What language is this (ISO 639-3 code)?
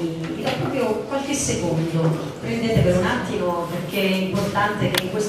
ita